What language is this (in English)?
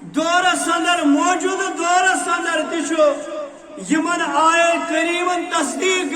Kashmiri